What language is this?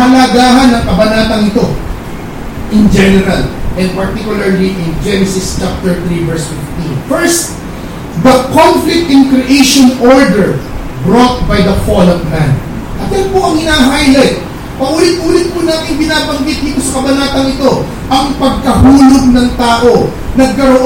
Filipino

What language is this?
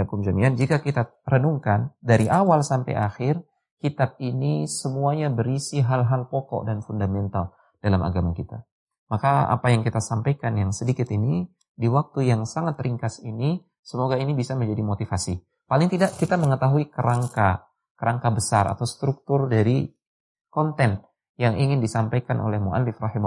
Indonesian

